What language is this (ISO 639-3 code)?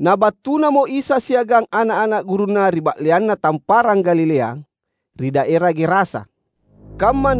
mak